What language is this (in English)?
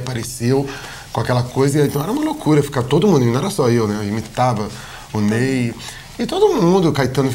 Portuguese